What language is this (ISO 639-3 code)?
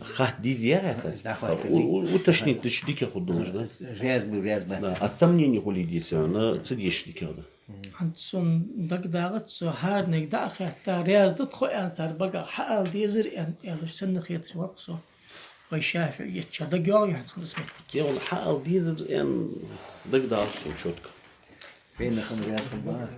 inh